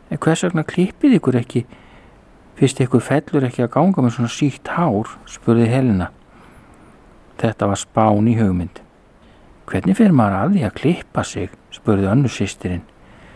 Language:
Icelandic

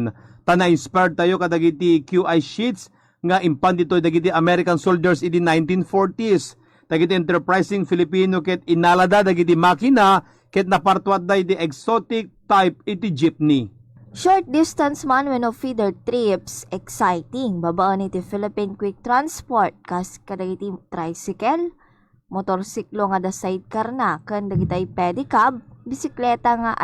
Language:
Iloko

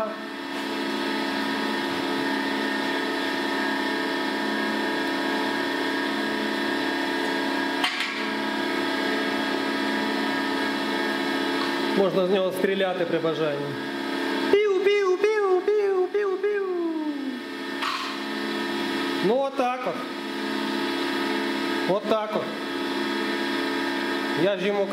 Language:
Ukrainian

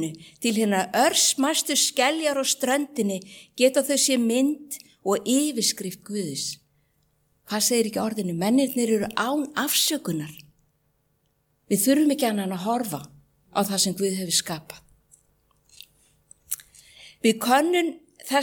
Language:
Icelandic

